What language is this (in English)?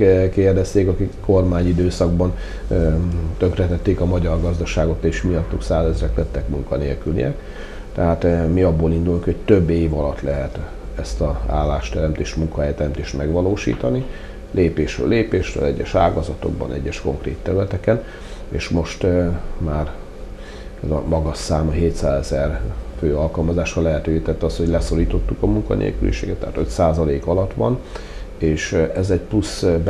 Hungarian